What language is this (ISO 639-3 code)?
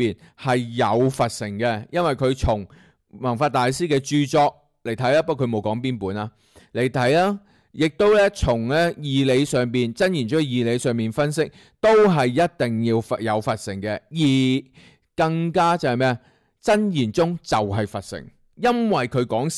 yue